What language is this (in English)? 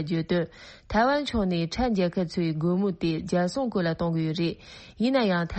Tibetan